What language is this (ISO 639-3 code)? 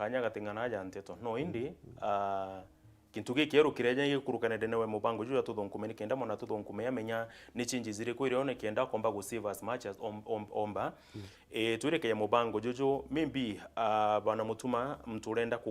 mer